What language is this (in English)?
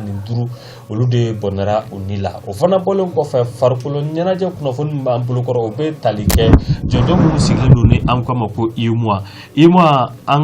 Bambara